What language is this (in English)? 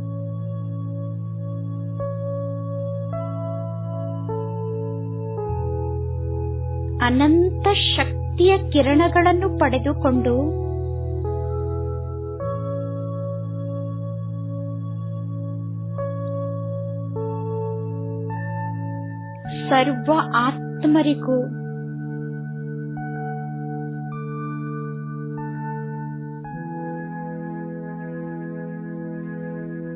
Kannada